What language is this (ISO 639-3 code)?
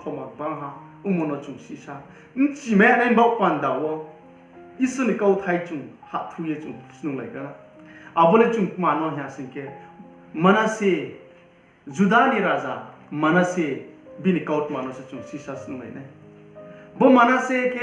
ria